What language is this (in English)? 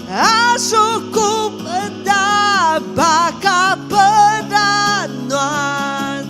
Iban